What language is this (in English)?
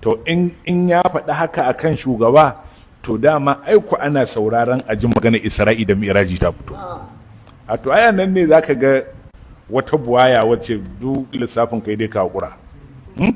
Hausa